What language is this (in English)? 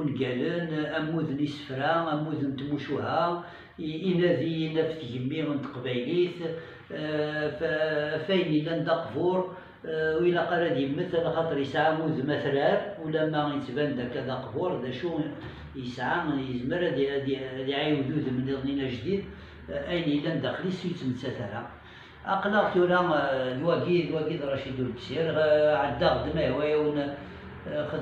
Kabyle